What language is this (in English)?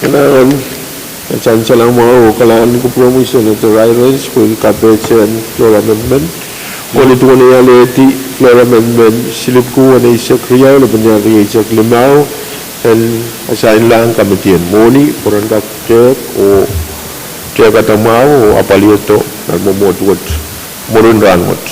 Pohnpeian